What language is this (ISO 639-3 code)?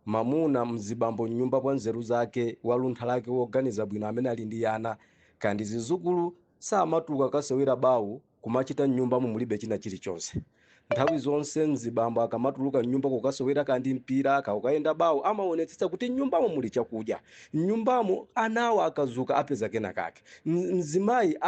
nya